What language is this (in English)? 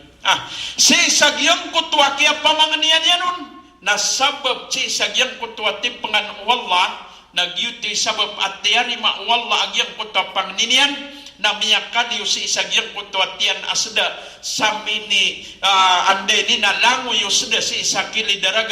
Maranao